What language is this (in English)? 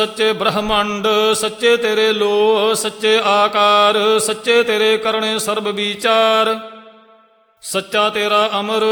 Punjabi